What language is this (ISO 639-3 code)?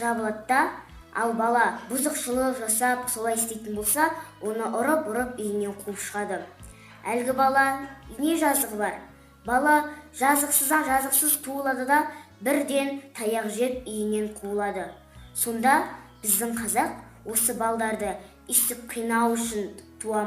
kaz